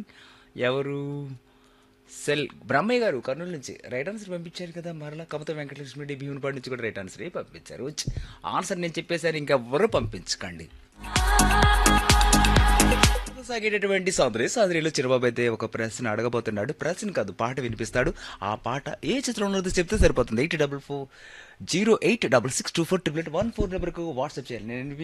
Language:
Telugu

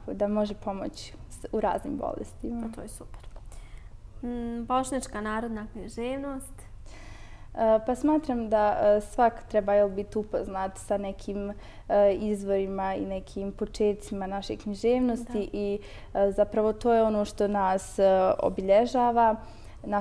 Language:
Bosnian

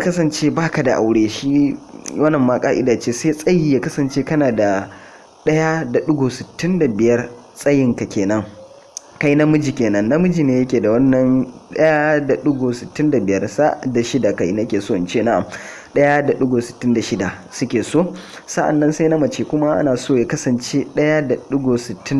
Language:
Hausa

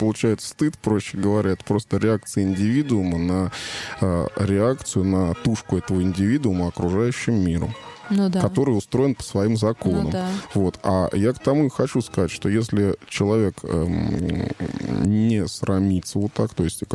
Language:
Russian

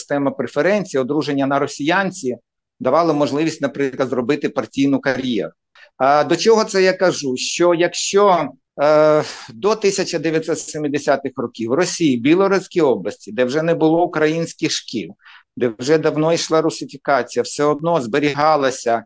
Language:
Ukrainian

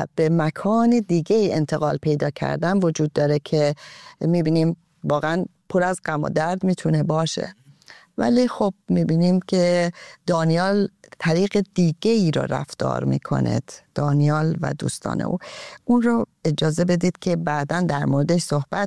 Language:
Persian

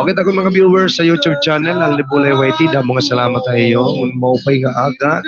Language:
Waray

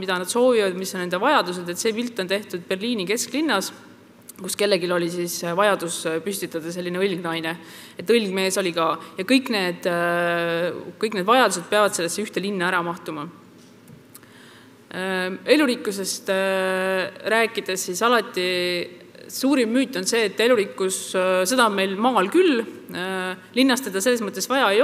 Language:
Estonian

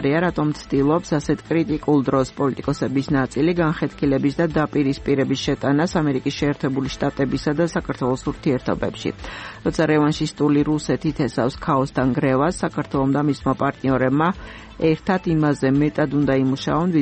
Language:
Georgian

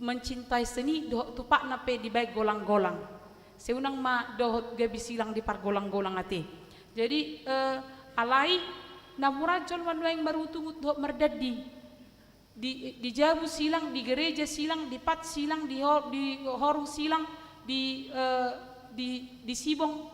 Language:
Batak Toba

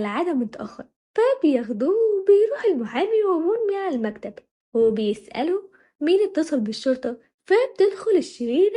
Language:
Egyptian Arabic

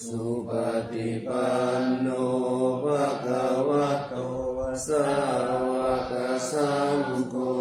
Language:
Pali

